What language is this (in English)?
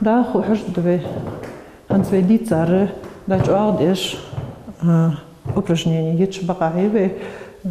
Ingush